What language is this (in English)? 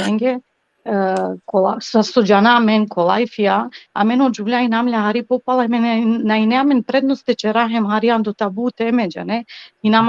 Balkan Romani